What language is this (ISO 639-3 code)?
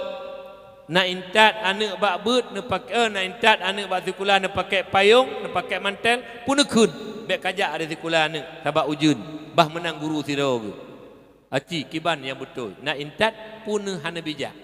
ace